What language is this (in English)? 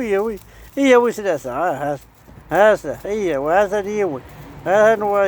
Kabyle